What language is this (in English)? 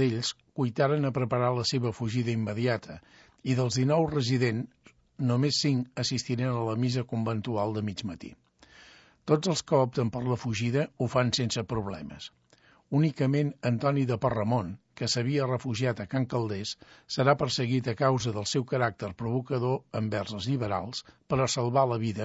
Catalan